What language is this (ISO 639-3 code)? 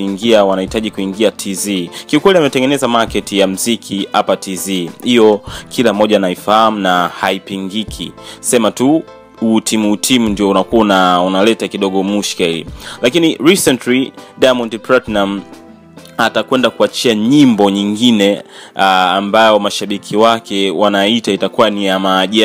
swa